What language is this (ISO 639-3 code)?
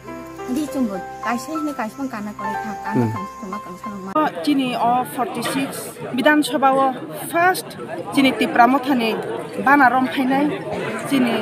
trp